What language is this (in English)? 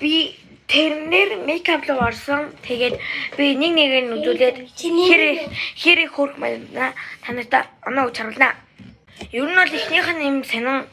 Mongolian